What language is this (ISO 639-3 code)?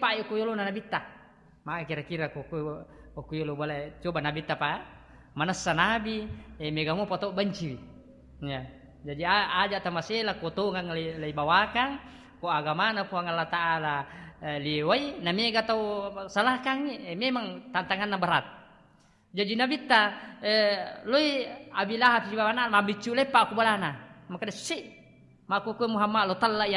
bug